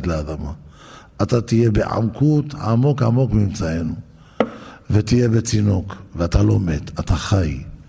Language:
Hebrew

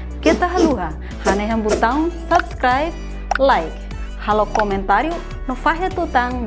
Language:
Tetum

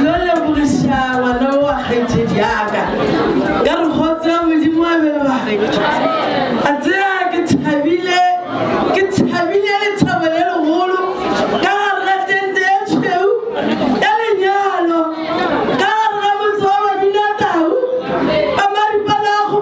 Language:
Northern Sotho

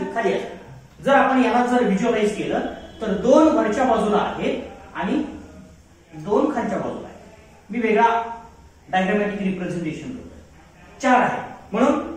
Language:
Marathi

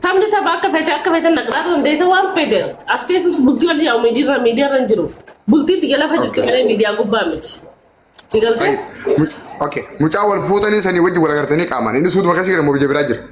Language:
Oromo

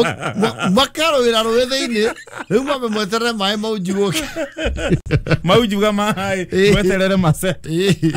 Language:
Kikuyu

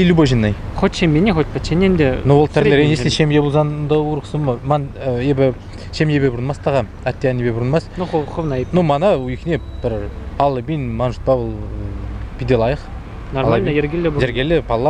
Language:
Chuvash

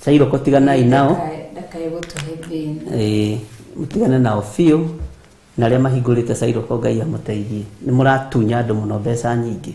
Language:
Kikuyu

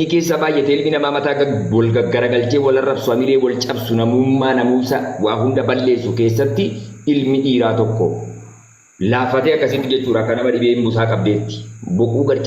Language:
Oromo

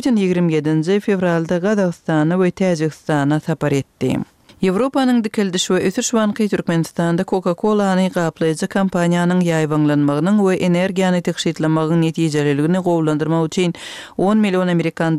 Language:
Turkmen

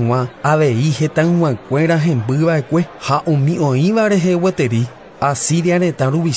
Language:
Guarani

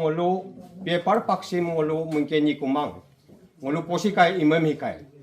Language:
Adi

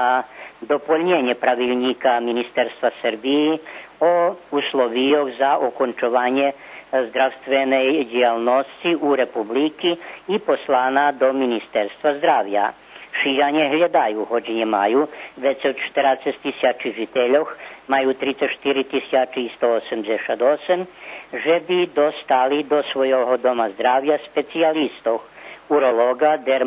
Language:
Rusyn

